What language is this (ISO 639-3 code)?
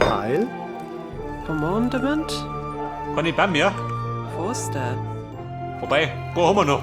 bar